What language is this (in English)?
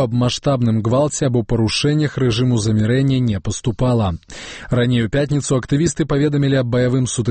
Belarusian